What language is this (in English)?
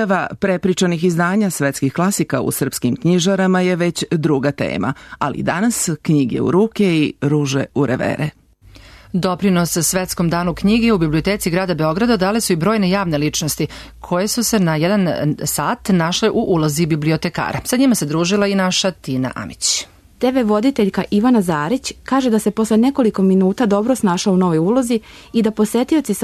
Serbian